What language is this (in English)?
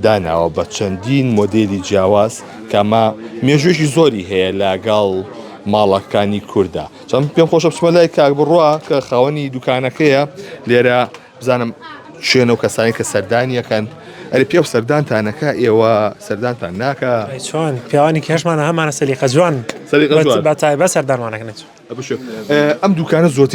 Central Kurdish